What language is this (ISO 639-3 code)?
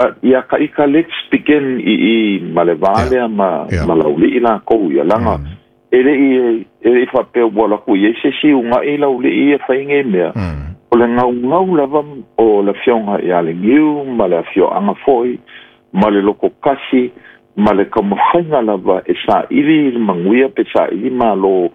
smo